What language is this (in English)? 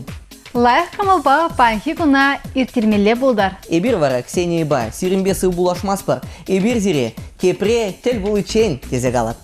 Chuvash